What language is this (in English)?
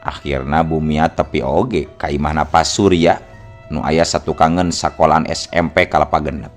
Sundanese